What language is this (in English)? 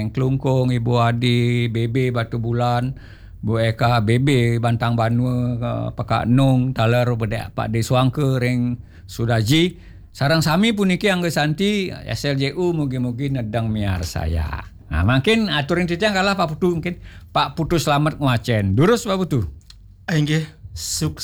Balinese